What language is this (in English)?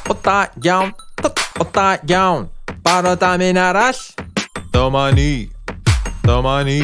Welsh